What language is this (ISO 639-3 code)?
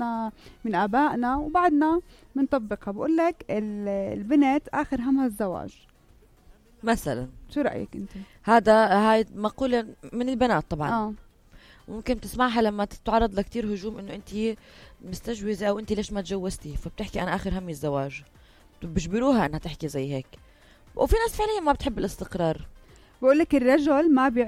apc